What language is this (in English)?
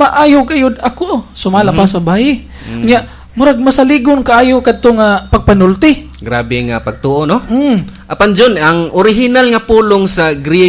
Cebuano